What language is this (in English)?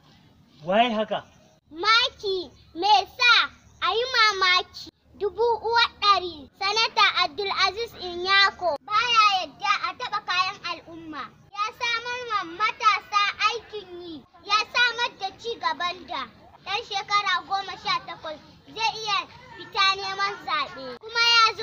Hausa